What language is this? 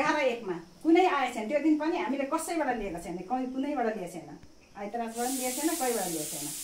Nepali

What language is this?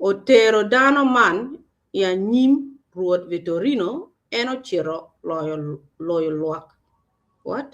Acoli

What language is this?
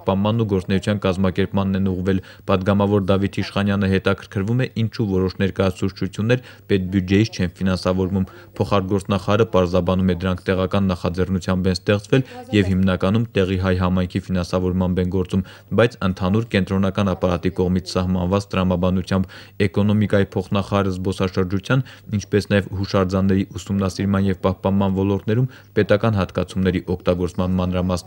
Armenian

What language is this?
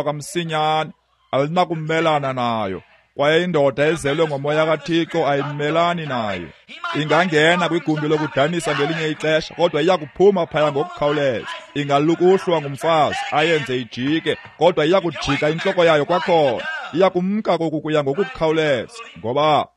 Xhosa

